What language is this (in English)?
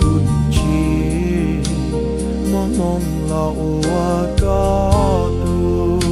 Hmong